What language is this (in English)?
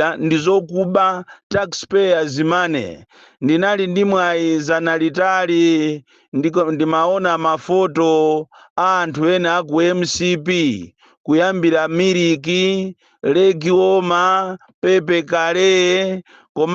Nyanja